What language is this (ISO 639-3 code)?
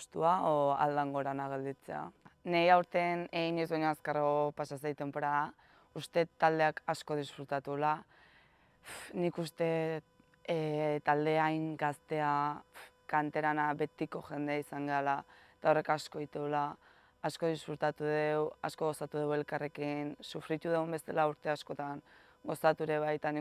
eus